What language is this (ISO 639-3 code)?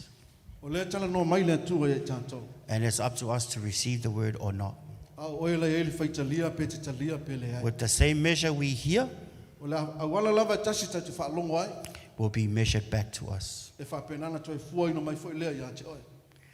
smo